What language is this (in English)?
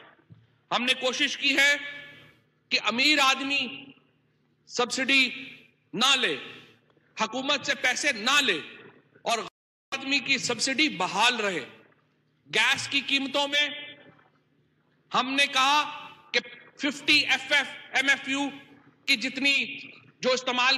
Urdu